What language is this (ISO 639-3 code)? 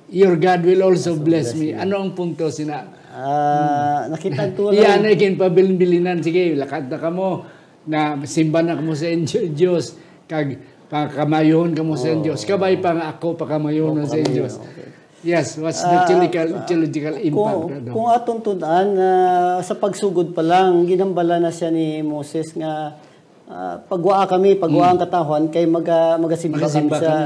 hil